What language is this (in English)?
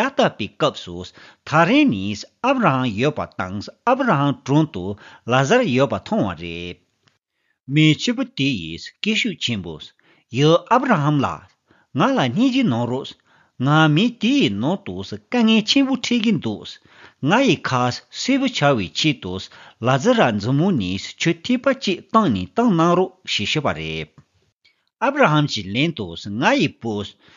Tibetan